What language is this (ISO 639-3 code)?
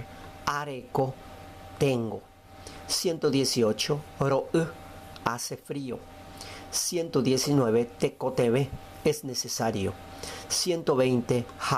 grn